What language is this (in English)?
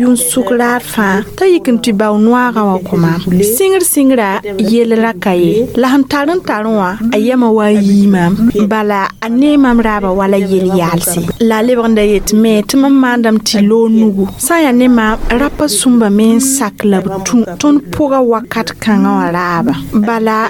Mossi